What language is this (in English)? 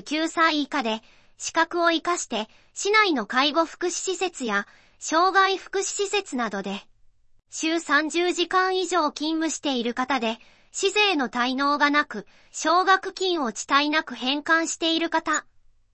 Japanese